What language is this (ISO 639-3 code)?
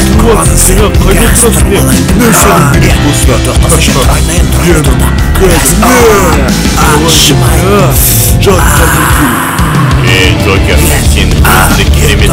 kaz